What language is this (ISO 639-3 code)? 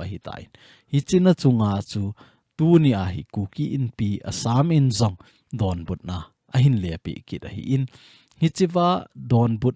tcz